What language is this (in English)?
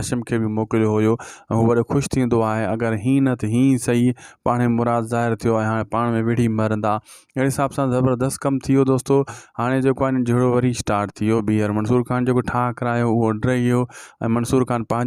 Sindhi